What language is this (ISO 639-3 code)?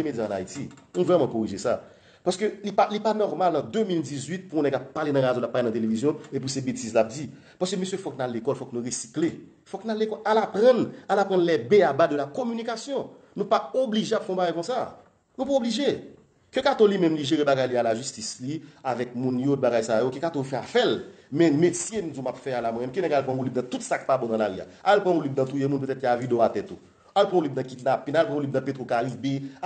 hat